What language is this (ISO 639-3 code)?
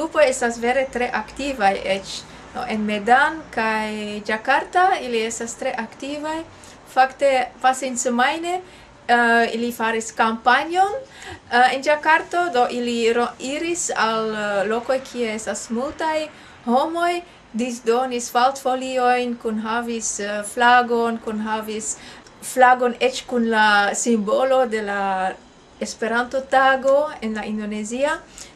epo